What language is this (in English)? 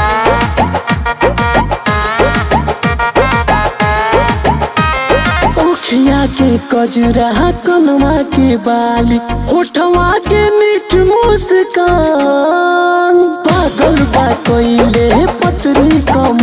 Bhojpuri